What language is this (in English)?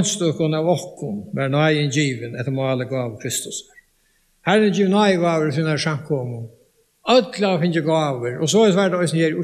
Faroese